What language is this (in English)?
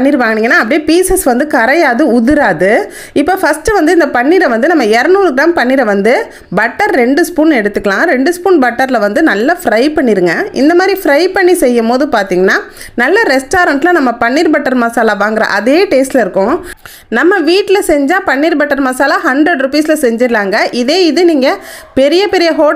Tamil